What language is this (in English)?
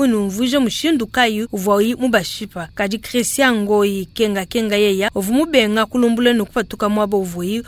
Luba-Lulua